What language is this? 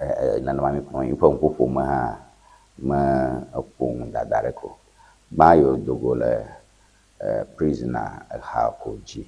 Ewe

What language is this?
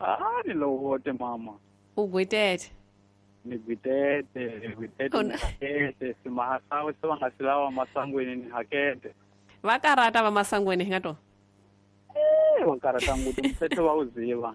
Tsonga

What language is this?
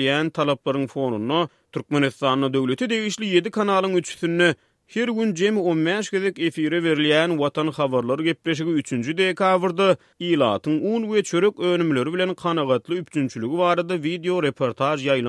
Turkmen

